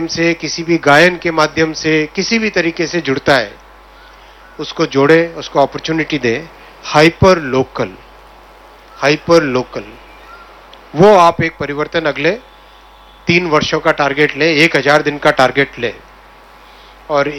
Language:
Hindi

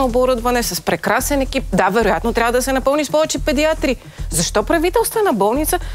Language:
Bulgarian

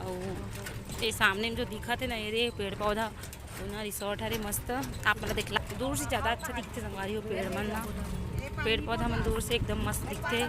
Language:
Chhattisgarhi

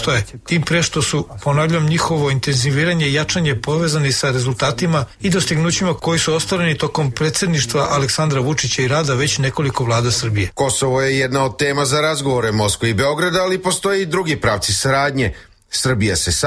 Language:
Serbian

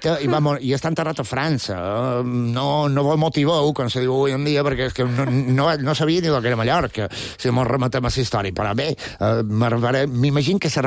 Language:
Catalan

